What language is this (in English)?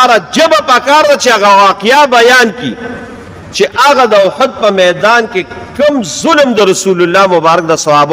Pashto